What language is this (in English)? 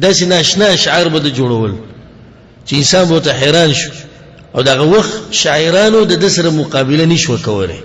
Pashto